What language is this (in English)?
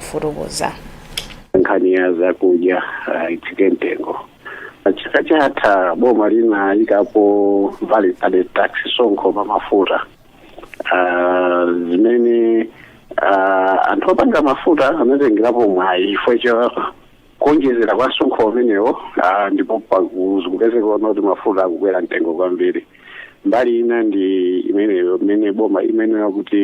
Nyanja